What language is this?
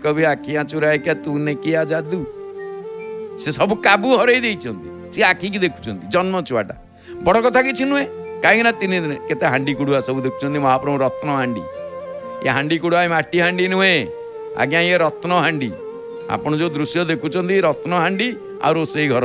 Odia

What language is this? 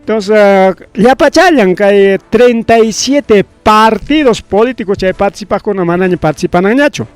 Ayacucho Quechua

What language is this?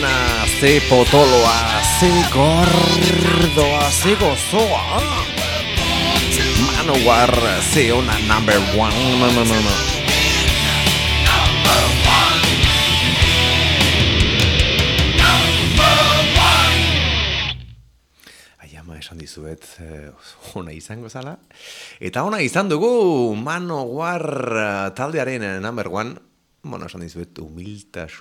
Basque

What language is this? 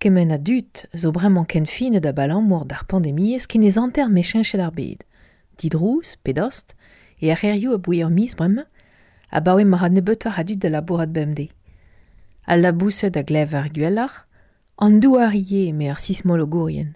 Breton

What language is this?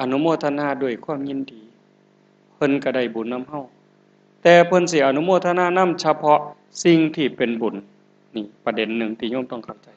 Northeastern Thai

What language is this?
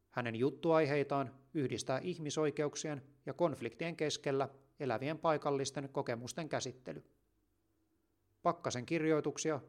Finnish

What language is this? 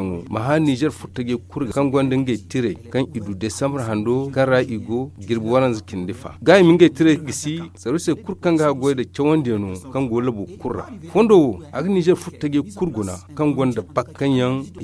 Zarma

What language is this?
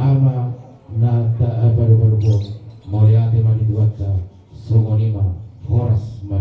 Batak Toba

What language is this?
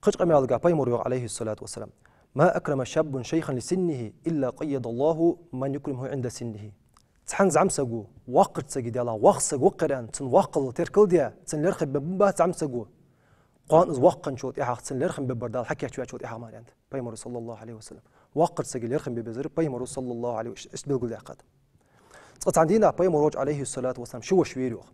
Ingush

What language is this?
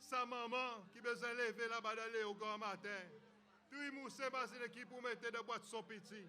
Seselwa Creole French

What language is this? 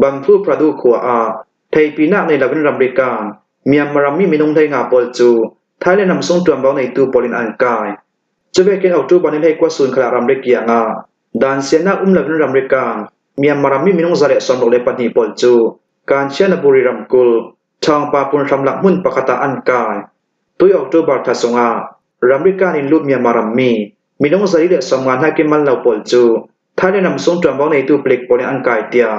Hakha Chin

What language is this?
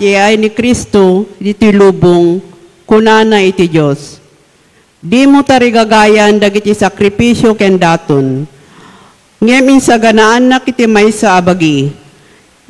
Iloko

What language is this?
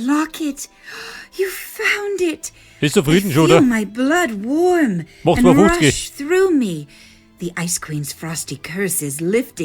Bavarian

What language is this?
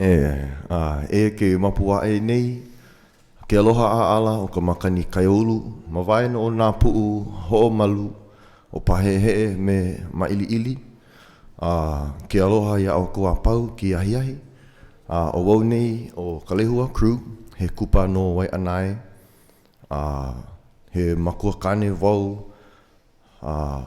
Hawaiian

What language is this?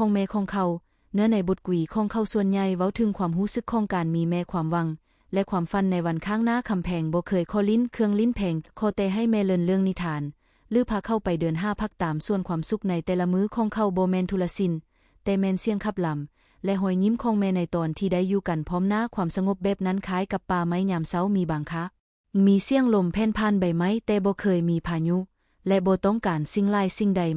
Lao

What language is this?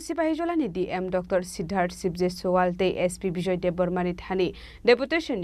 Kok Borok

